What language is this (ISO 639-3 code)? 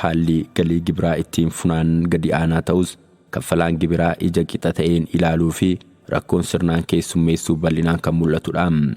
orm